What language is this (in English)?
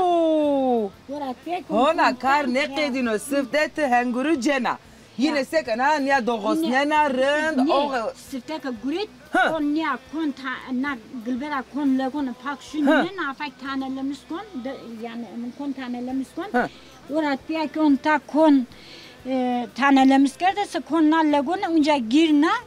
Zaza